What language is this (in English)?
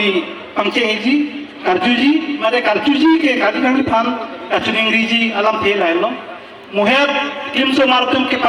Karbi